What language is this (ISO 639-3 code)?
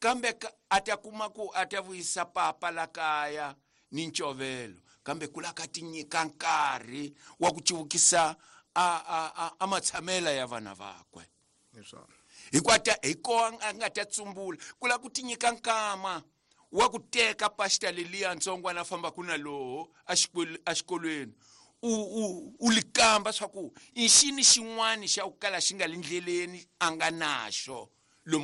tso